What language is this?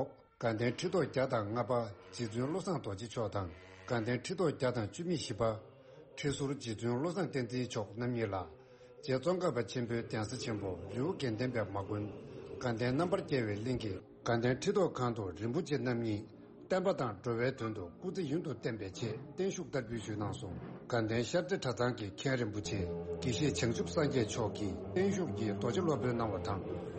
Tibetan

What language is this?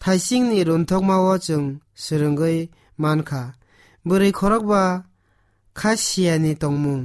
Kok Borok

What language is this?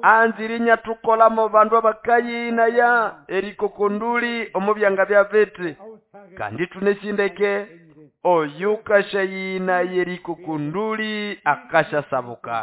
Nande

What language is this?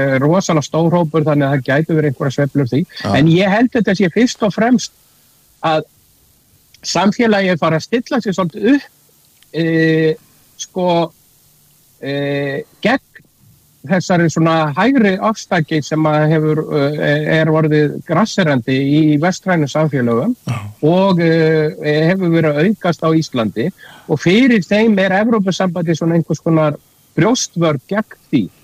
Icelandic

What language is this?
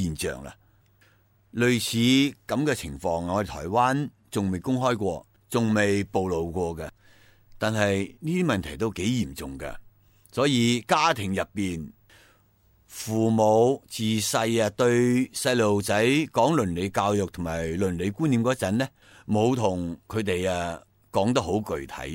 Cantonese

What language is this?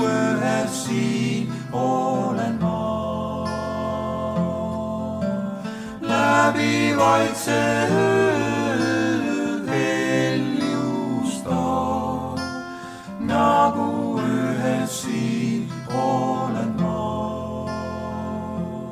Estonian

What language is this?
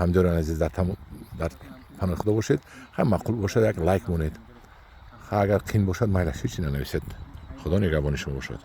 Tajik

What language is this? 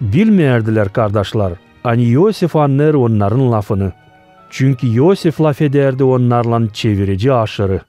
Gagauz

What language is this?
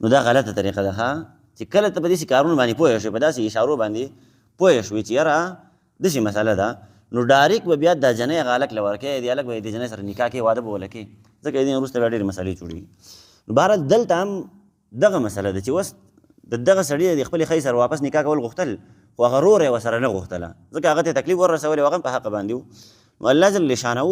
Pashto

